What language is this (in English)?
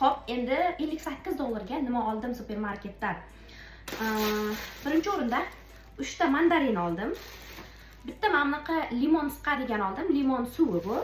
Uzbek